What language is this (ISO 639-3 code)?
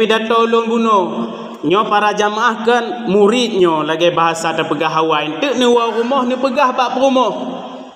ace